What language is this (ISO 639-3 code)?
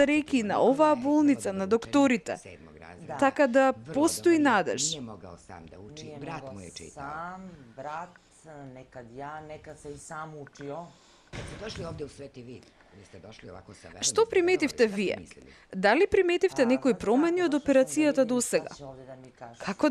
mkd